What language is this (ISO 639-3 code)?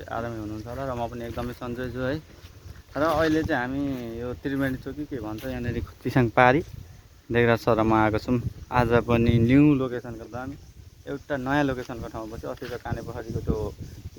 nep